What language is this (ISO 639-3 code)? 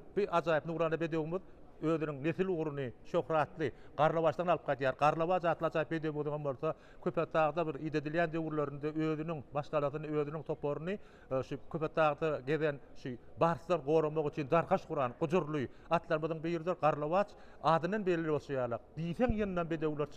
tuk